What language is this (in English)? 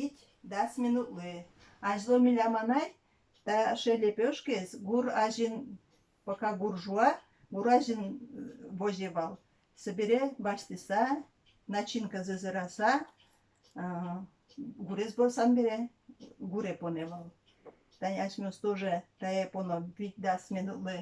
Udmurt